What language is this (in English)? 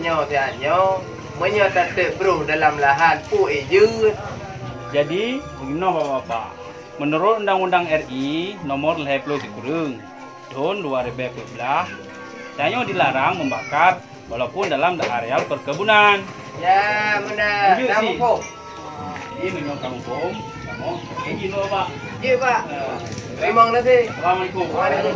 Achinese